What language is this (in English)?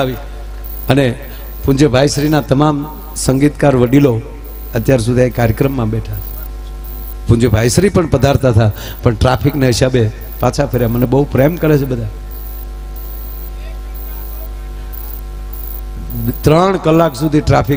Gujarati